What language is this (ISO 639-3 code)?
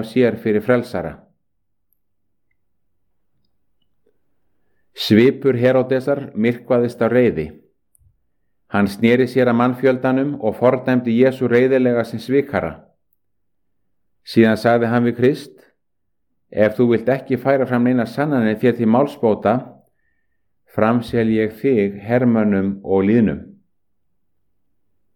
isl